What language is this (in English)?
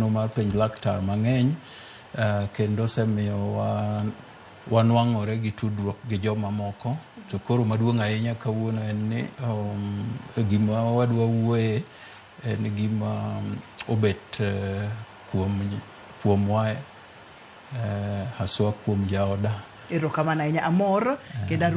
Luo (Kenya and Tanzania)